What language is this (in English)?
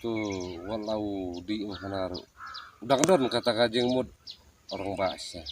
Khasi